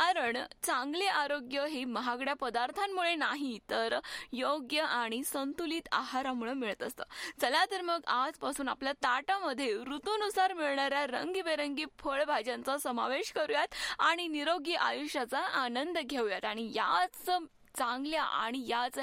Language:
Marathi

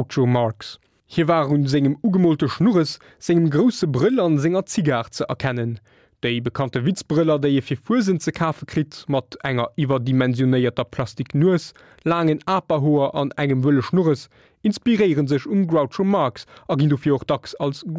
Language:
Luxembourgish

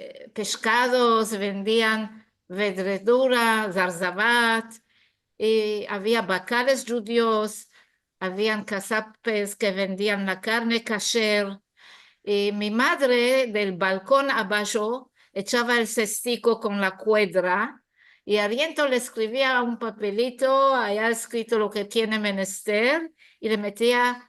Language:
Ladino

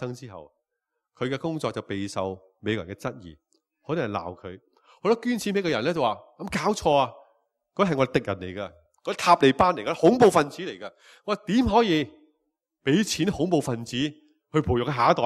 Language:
Cantonese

